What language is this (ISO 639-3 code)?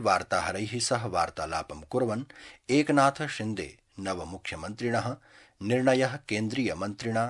san